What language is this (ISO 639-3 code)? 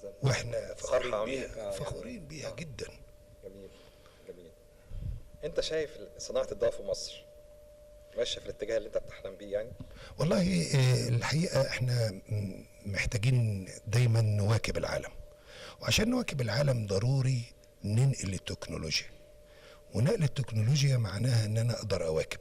arz